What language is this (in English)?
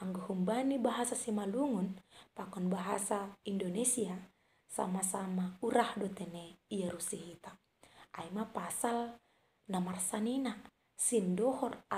Batak Simalungun